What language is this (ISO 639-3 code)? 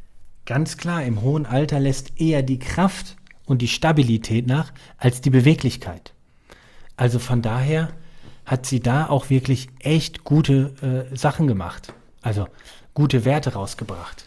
deu